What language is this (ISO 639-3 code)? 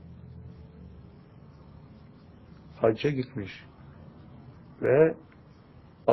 tur